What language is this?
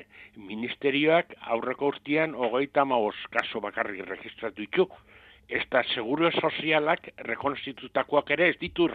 Basque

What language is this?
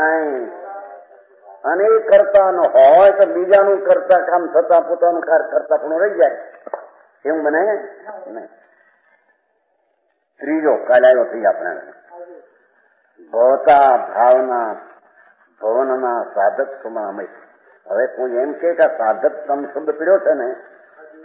Gujarati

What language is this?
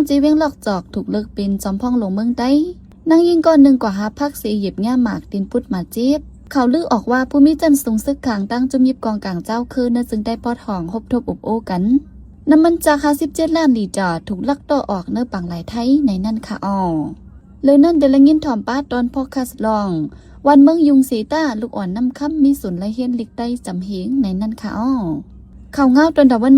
Shan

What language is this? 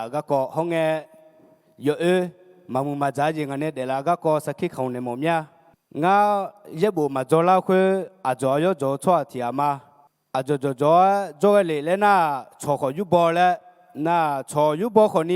Akha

